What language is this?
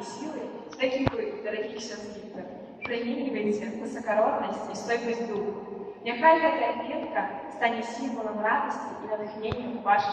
Belarusian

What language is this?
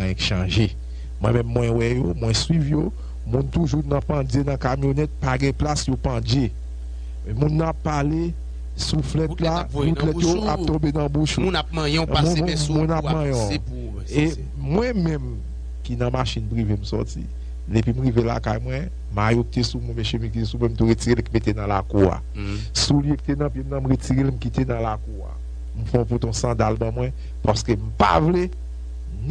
Haitian Creole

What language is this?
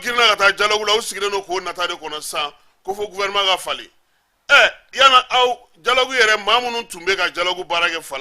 Bambara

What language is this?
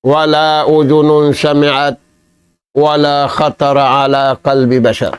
Tausug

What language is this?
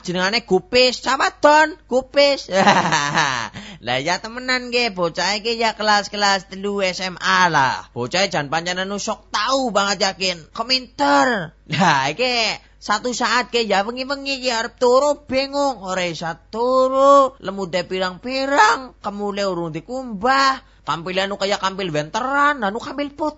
Javanese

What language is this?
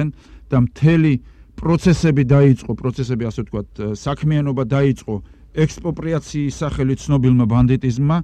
Georgian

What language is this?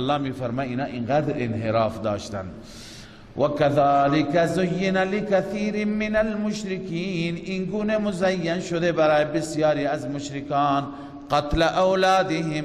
Persian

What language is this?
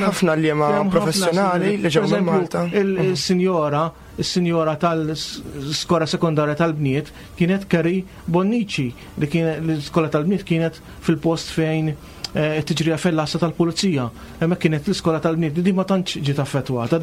Maltese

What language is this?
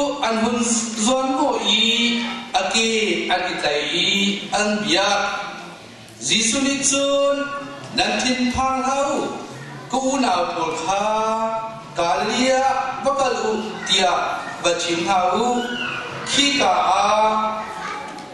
Hakha Chin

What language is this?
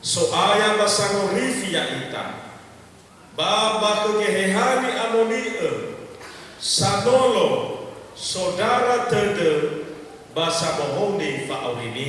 Nias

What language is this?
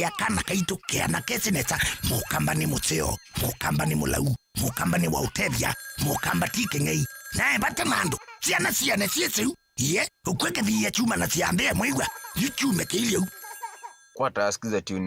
Kamba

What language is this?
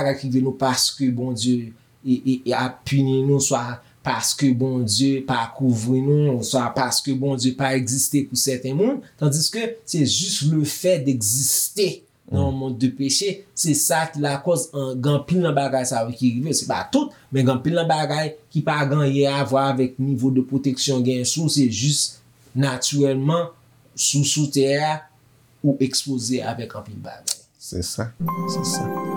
Haitian Creole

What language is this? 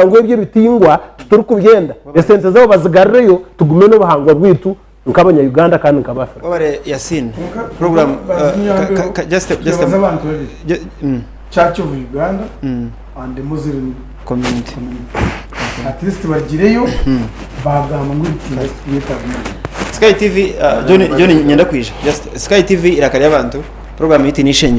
Nyankole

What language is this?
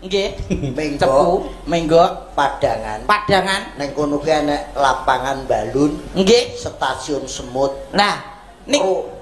Javanese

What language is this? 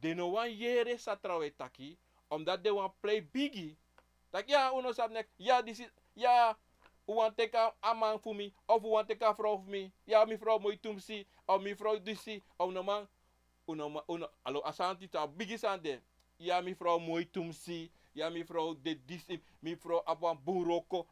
Sranan Tongo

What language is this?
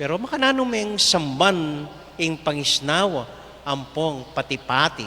Pampanga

